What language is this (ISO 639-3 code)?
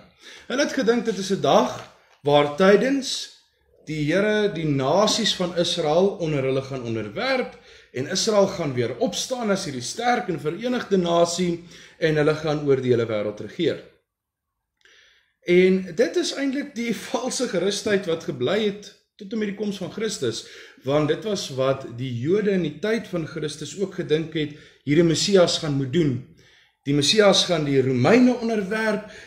afr